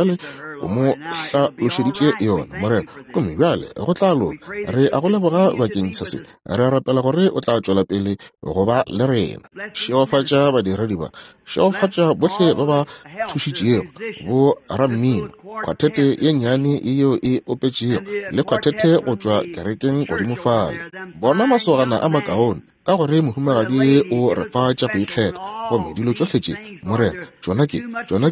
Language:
Northern Sotho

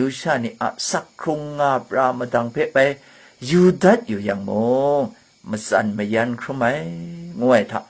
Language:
Kachin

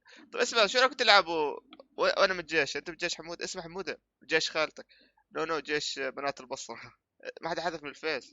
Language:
North Levantine Arabic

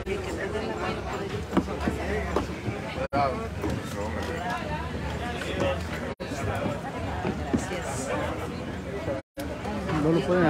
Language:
Spanish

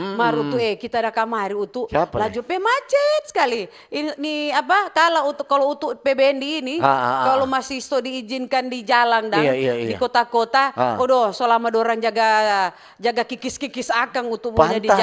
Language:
Manado Malay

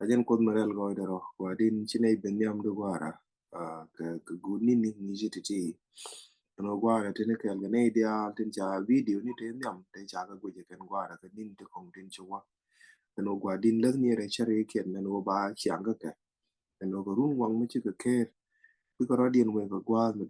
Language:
Nuer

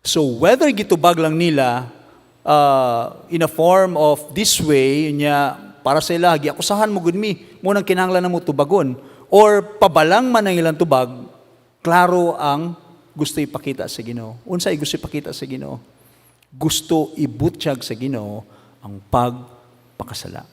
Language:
Cebuano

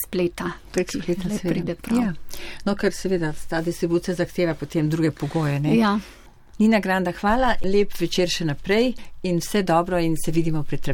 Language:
Slovenian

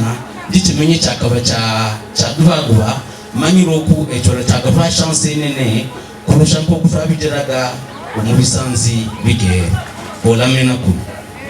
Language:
Havu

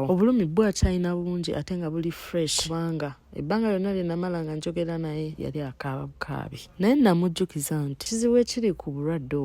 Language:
Ganda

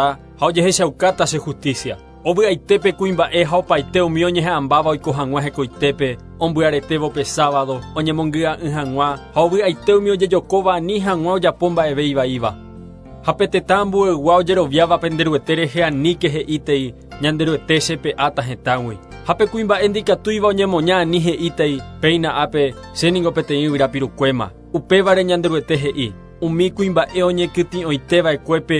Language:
Guarani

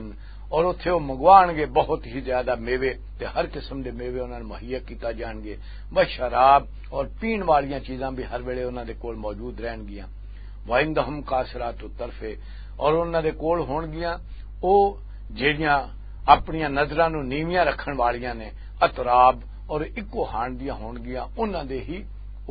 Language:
Western Panjabi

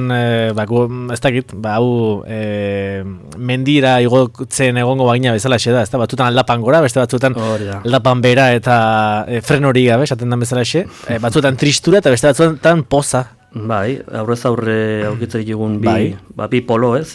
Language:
Basque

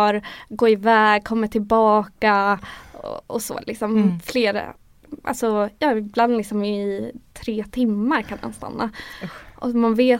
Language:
Swedish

